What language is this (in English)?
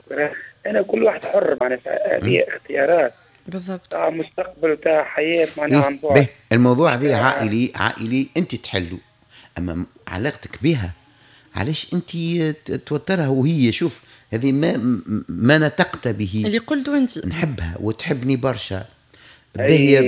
Tunisian Arabic